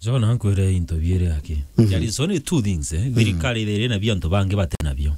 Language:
Meru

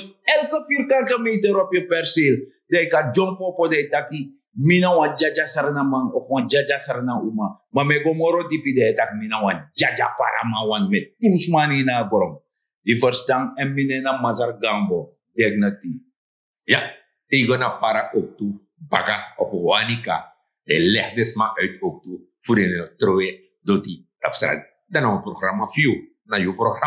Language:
Sranan Tongo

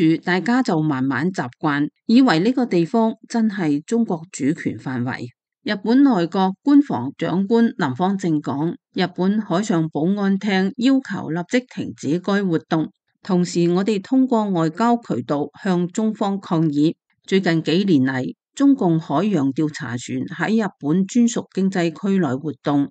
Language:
Cantonese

